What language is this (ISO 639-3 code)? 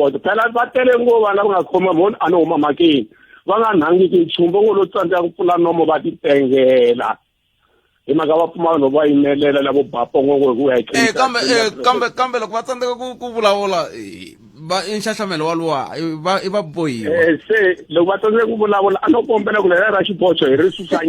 tso